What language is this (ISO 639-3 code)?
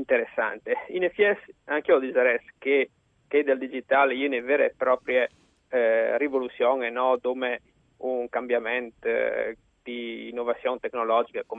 fur